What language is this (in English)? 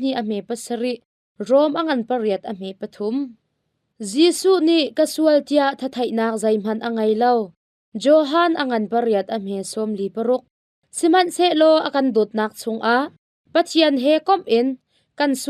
Hakha Chin